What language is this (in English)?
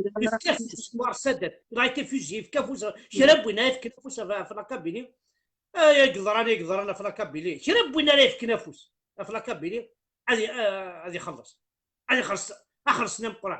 Kabyle